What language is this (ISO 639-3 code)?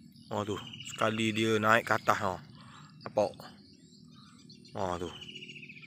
msa